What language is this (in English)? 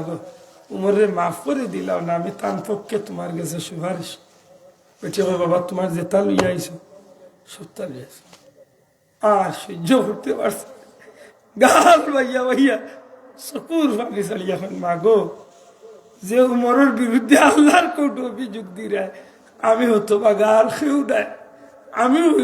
Sylheti